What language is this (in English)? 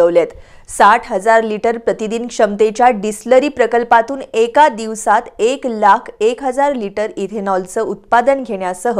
Marathi